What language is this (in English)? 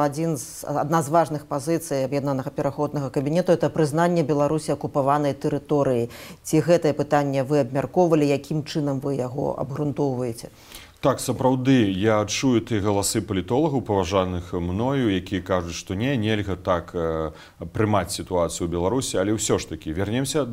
Belarusian